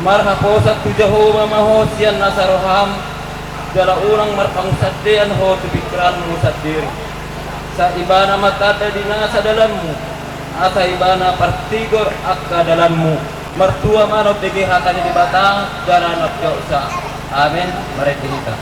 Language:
Batak Toba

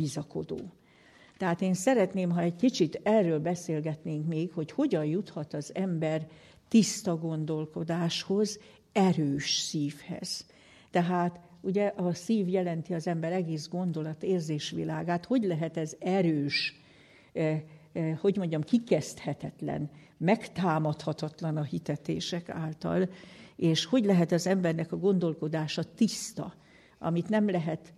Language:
Hungarian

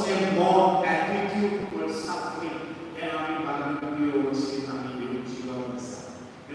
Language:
Konkani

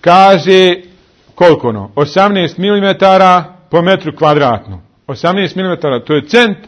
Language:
Bosnian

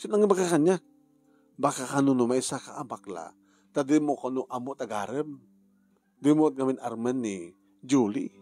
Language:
Iloko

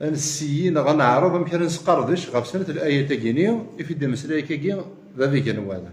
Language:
Kabyle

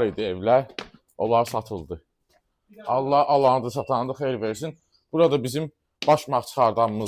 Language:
Azerbaijani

